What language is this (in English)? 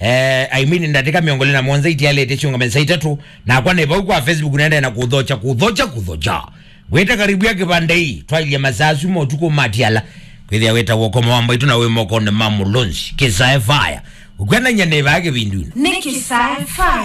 Kamba